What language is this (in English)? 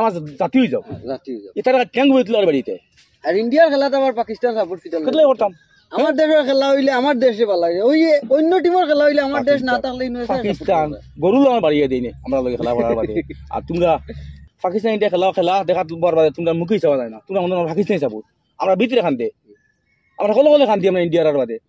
Sylheti